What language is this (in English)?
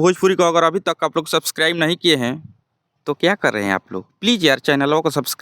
Bhojpuri